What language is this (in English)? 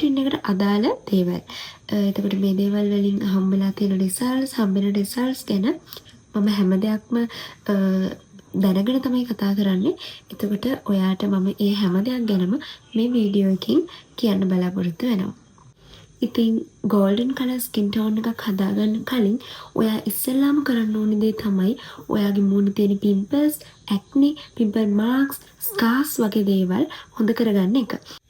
Sinhala